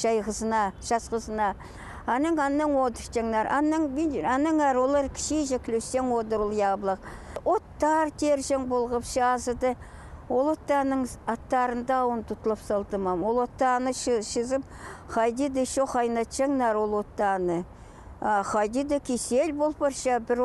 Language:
Khakas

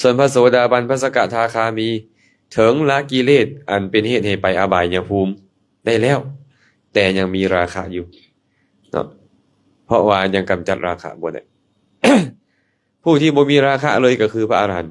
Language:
Lao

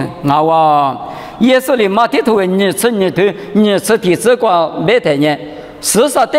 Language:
Lisu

